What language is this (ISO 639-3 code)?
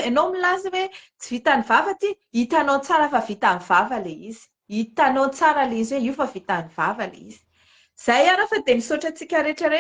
mlg